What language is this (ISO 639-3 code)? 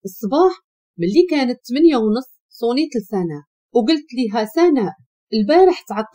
ary